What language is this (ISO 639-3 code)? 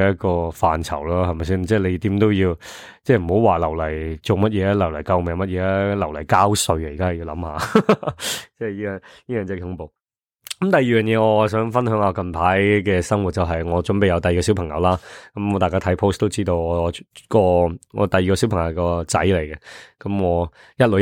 yue